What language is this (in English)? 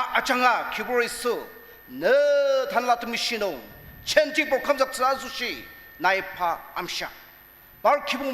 Ao Naga